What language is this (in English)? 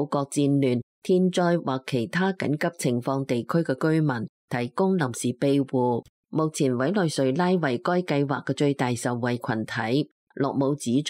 Cantonese